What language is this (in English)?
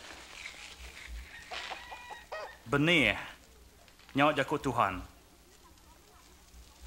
Iban